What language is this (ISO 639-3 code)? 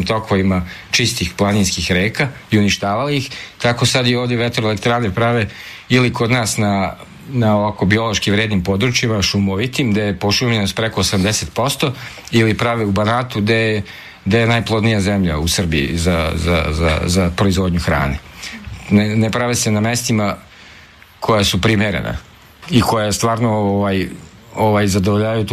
srp